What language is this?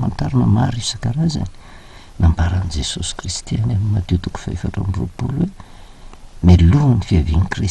Malagasy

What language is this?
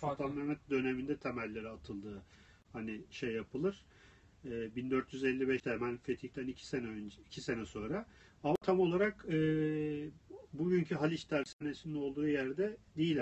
Turkish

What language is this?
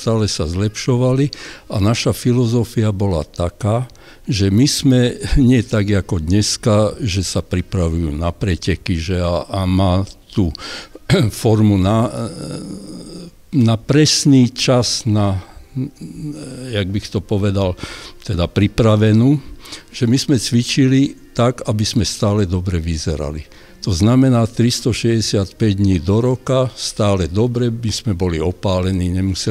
Slovak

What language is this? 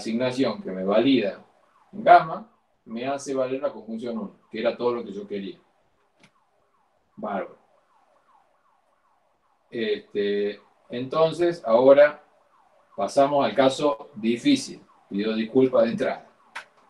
Spanish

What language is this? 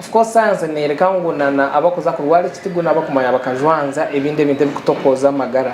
Nyankole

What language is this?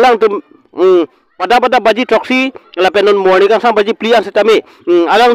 Karbi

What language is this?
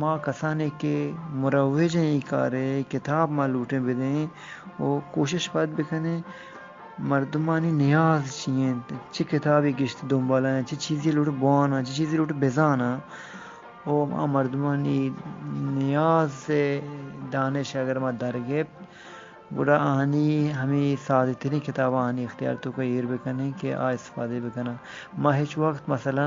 Eastern Balochi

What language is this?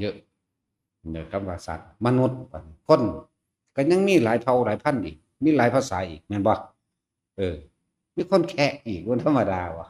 Northeastern Thai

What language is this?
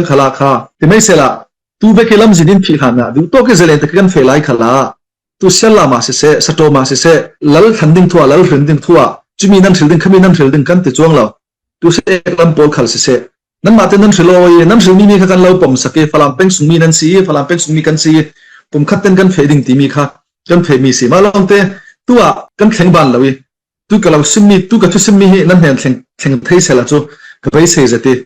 Falam Chin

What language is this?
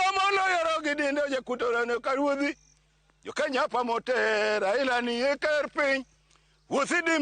Luo (Kenya and Tanzania)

